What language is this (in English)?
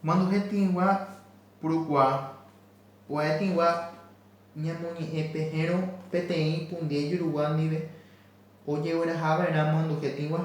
Guarani